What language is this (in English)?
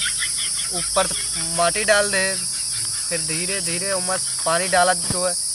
Awadhi